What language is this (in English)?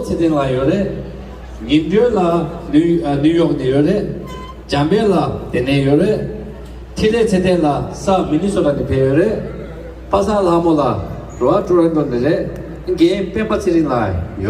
Tibetan